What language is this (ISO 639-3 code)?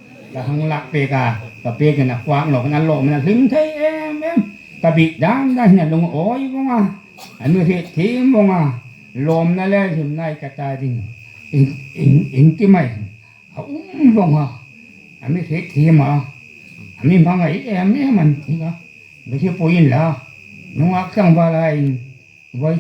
hmr